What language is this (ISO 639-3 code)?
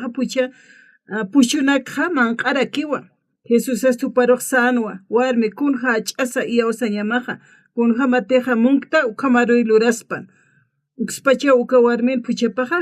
aym